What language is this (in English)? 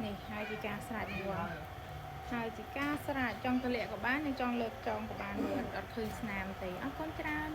Khmer